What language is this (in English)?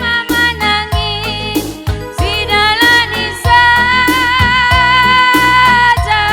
Batak Karo